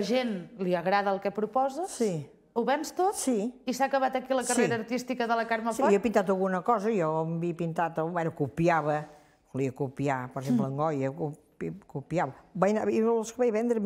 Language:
Catalan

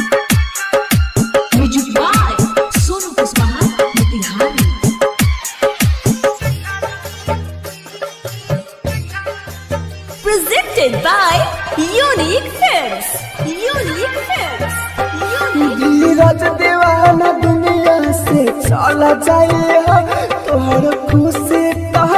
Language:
Bhojpuri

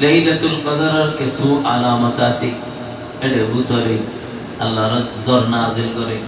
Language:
Rohingya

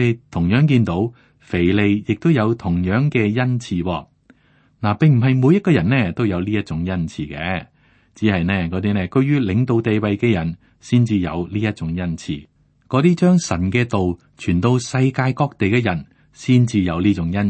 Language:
Cantonese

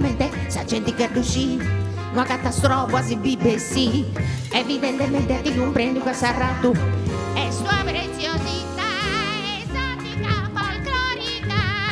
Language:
Sardinian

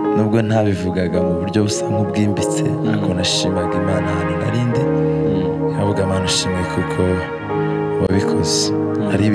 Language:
Kinyarwanda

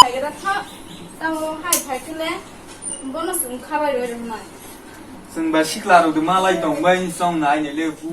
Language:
Kok Borok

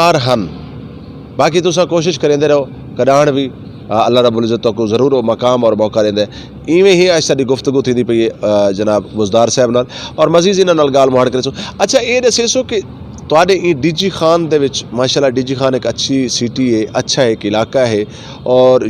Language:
Saraiki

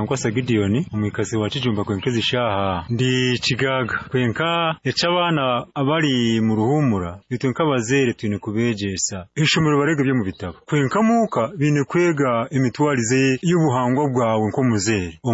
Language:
Nyoro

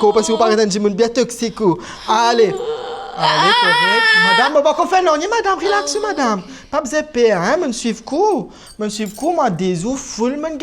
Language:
Morisyen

